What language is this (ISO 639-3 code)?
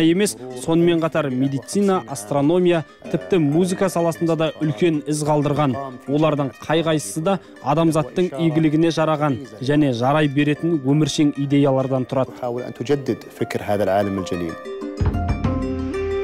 kaz